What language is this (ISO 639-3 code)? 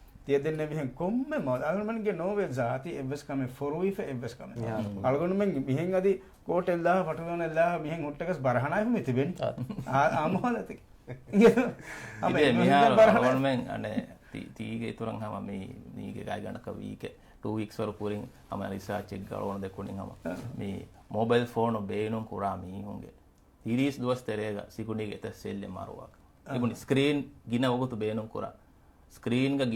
div